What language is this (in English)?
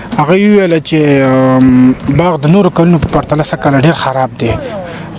Pashto